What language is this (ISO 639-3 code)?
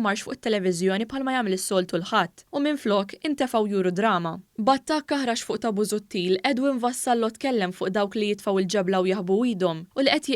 mlt